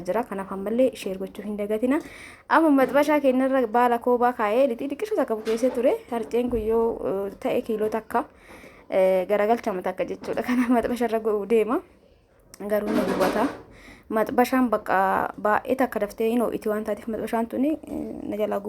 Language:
Oromo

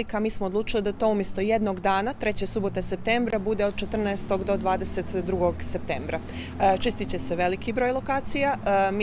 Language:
Bosnian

